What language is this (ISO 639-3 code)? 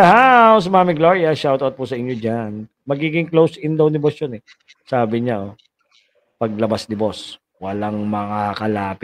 fil